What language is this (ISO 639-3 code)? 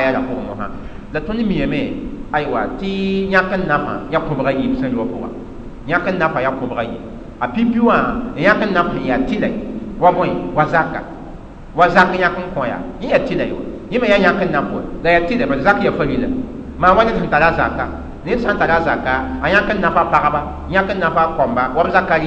mos